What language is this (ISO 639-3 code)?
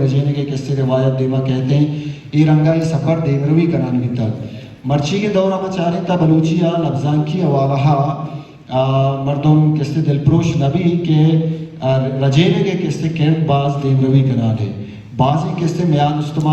bal